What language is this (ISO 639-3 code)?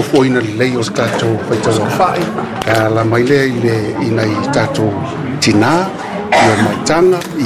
smo